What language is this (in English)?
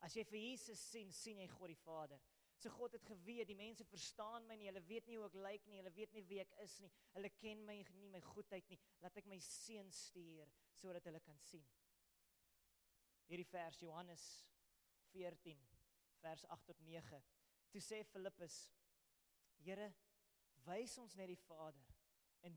Afrikaans